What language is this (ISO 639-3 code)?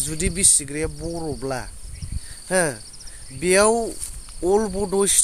brx